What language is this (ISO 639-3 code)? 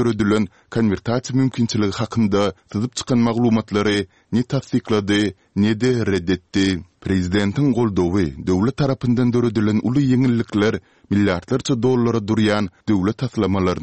tuk